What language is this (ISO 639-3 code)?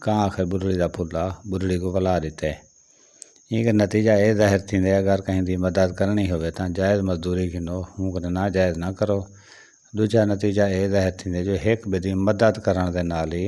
skr